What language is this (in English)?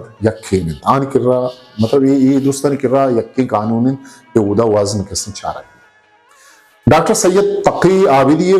Eastern Balochi